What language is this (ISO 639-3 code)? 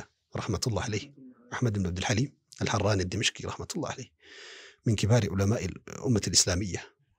orm